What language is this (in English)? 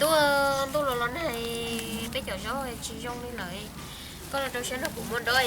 Hmong